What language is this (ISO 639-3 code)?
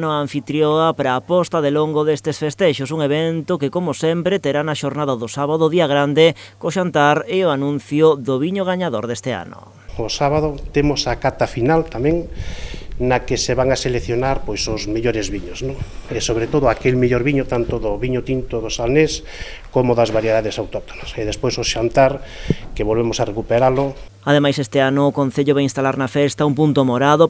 glg